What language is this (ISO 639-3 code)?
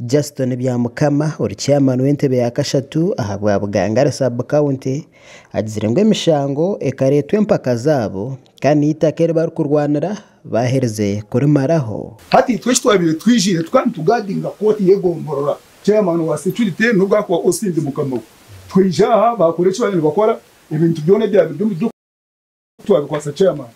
nyn